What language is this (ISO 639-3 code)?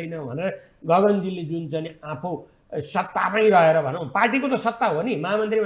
nep